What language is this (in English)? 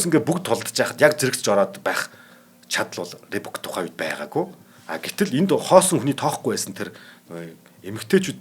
Mongolian